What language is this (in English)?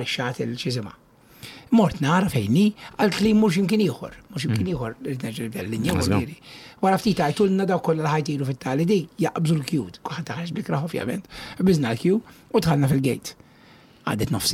Maltese